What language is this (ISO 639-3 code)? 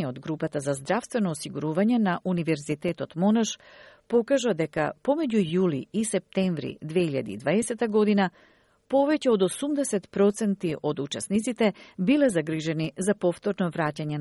mkd